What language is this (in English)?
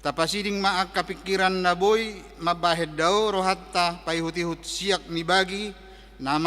Batak Toba